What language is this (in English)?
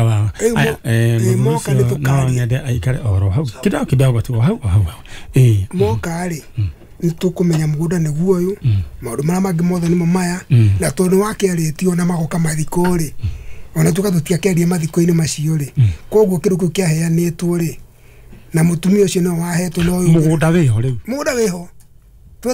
Kikuyu